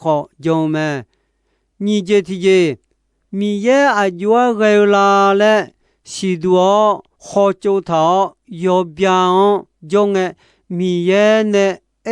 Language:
Akha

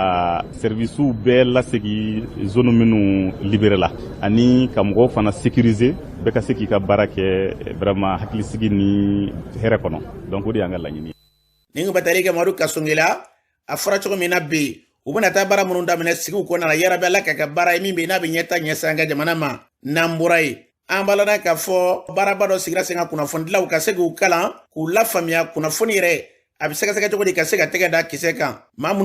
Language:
Bambara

